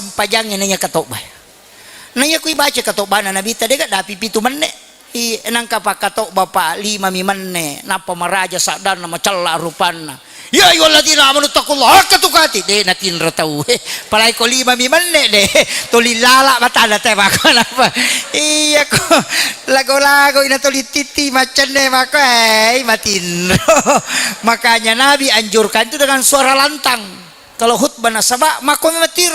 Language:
Buginese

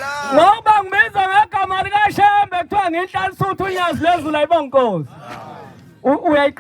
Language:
Zulu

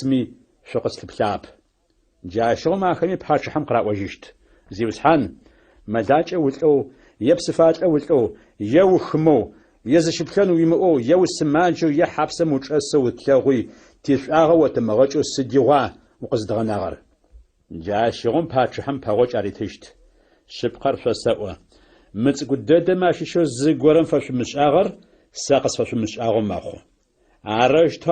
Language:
Adyghe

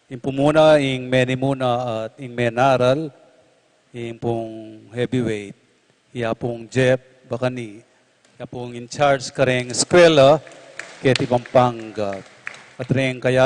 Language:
Pampanga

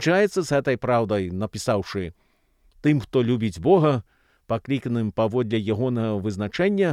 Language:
Belarusian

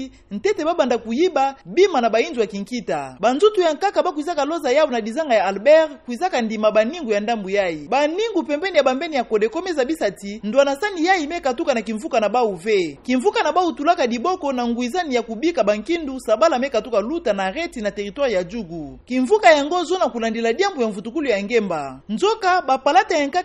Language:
Kituba (Democratic Republic of Congo)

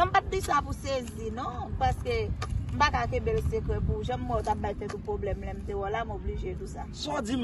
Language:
Haitian Creole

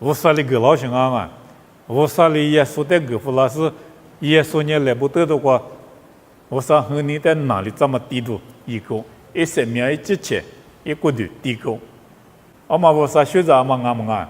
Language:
Lisu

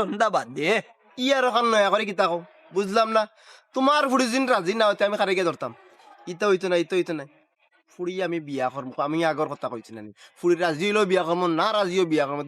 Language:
Sylheti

